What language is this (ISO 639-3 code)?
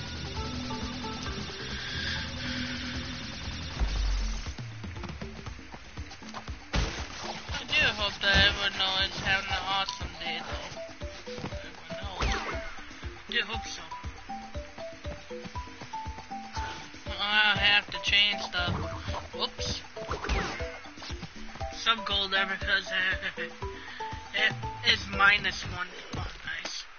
eng